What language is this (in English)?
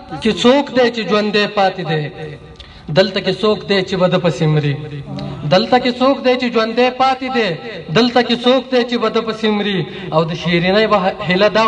Pashto